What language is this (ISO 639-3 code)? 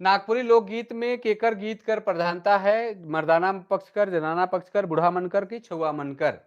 sck